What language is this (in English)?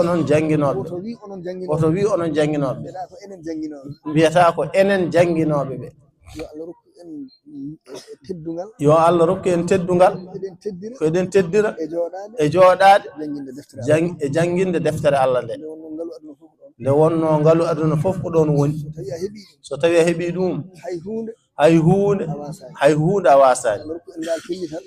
Fula